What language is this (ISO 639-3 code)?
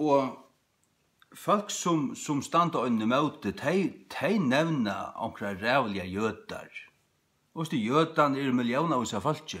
fao